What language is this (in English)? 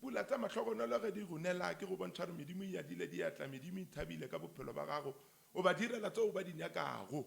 Northern Sotho